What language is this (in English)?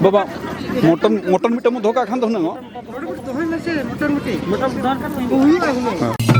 Santali